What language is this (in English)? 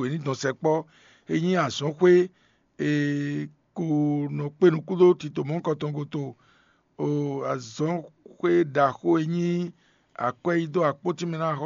Fon